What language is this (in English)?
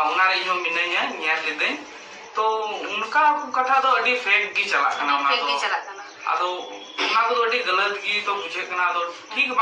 Santali